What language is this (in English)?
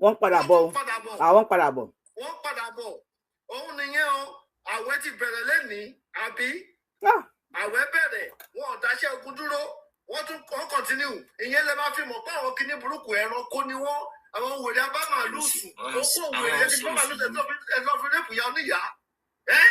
Yoruba